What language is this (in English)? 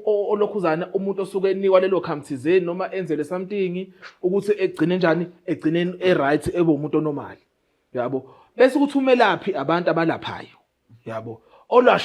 Zulu